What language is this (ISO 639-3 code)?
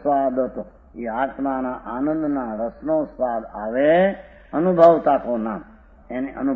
guj